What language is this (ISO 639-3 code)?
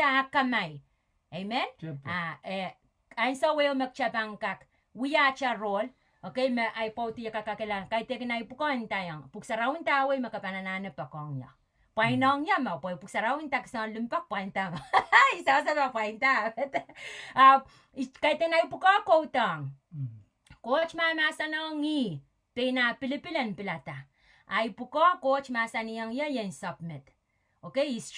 pon